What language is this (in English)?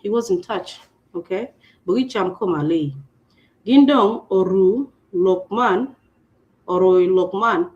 Acoli